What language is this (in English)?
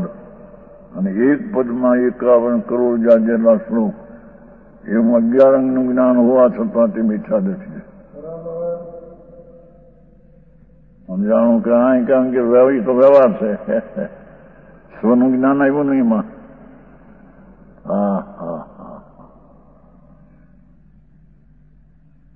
Gujarati